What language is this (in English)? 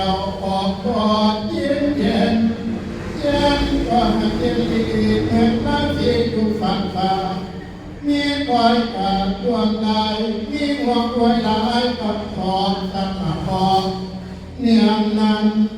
Northeastern Thai